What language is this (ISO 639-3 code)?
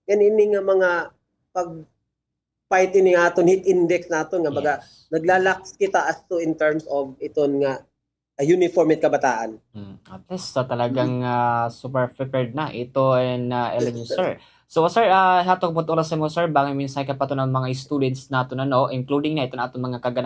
war